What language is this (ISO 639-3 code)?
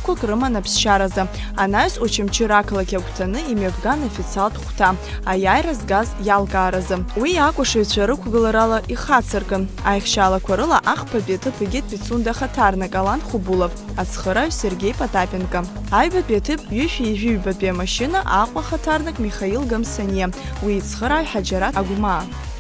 abk